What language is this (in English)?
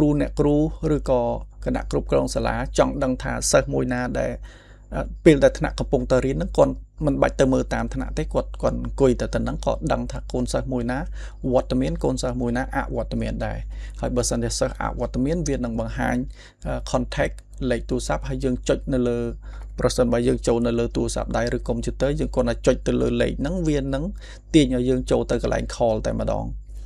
Khmer